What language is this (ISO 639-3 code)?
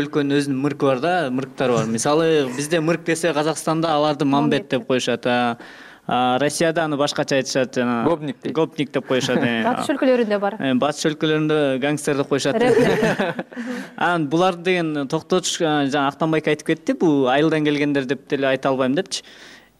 kir